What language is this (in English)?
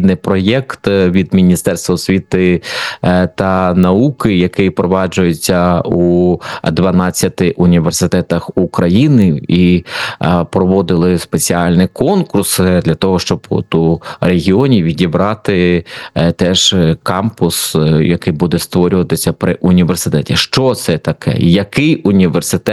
Ukrainian